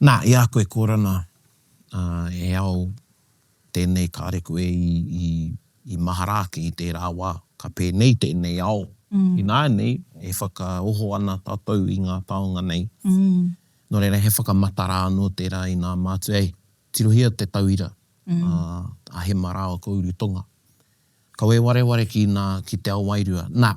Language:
Māori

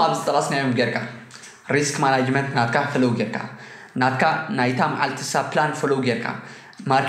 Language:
Tigrinya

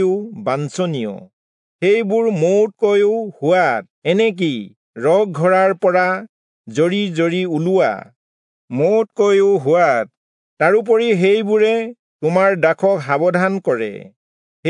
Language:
Assamese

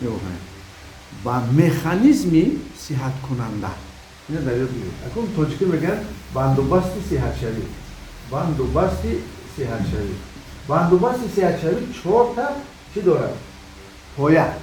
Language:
Tajik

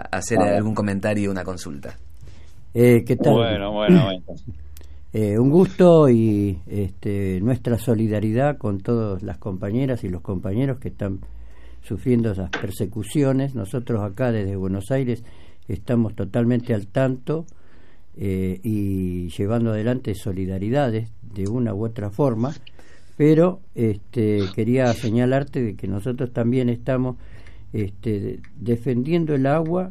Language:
Spanish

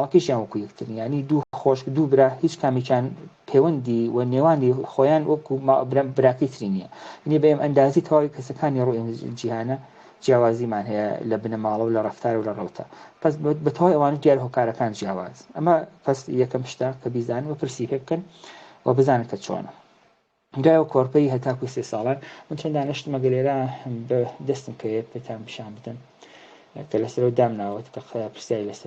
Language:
Central Kurdish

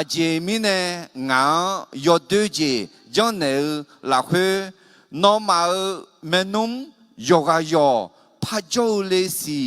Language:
Akha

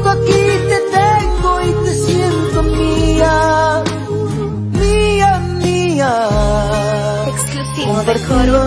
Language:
Spanish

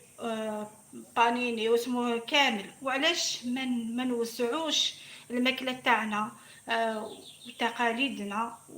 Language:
Algerian Arabic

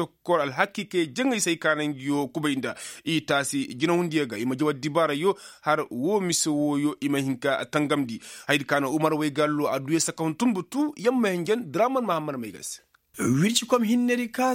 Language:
Koyraboro Senni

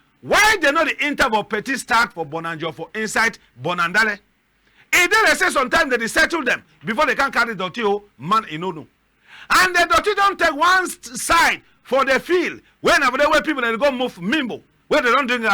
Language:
Cameroon Pidgin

